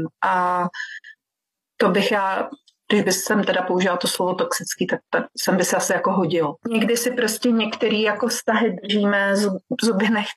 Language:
Czech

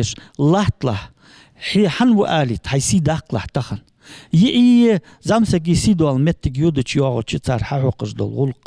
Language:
Ingush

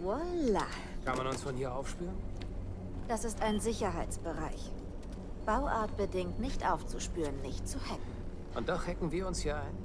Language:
Bavarian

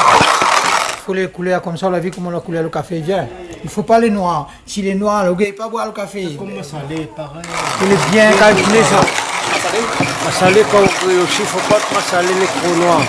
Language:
Réunion Creole French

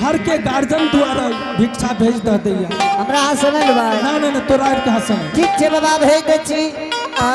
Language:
Angika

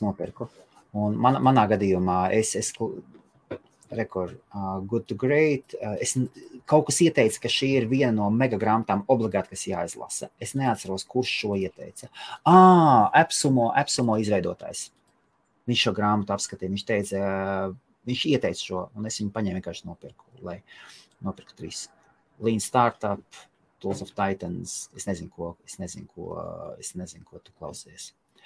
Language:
Latvian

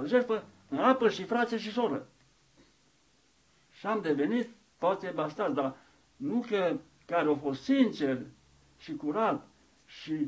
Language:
Romanian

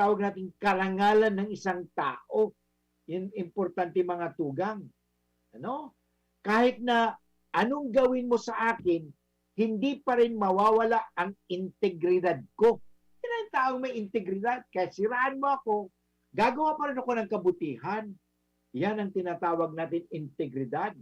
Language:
Bikol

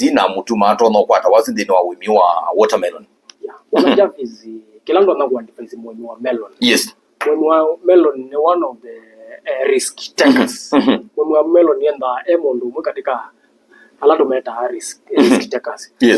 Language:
Kamba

